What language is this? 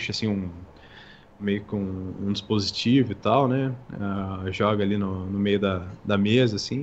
Portuguese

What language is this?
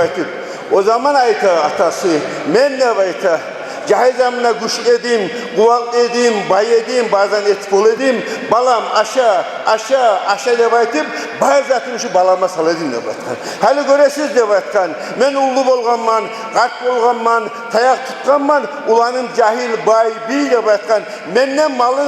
Kumyk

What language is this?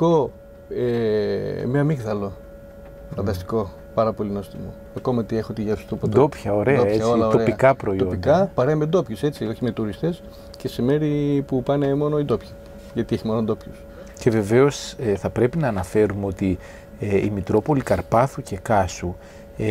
Greek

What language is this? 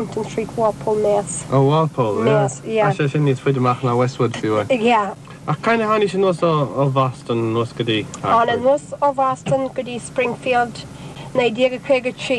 Irish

